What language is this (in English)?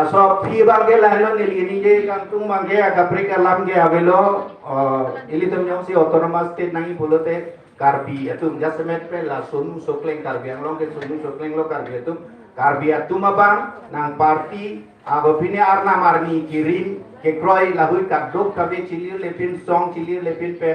Karbi